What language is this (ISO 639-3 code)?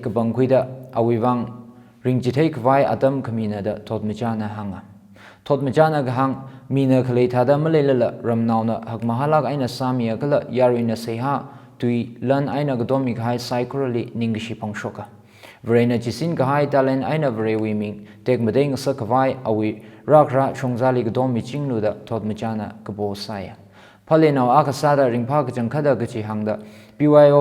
nmf